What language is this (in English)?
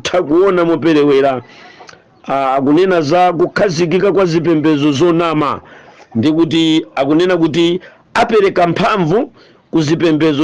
Nyanja